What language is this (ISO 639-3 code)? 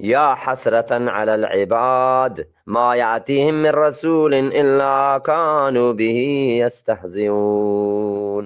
bgp